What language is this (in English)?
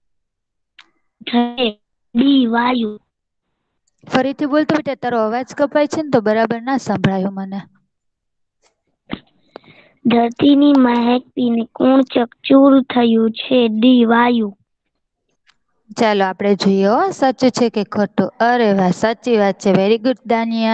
Gujarati